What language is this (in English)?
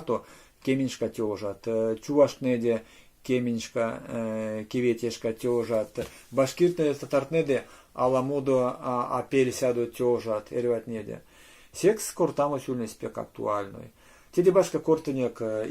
Erzya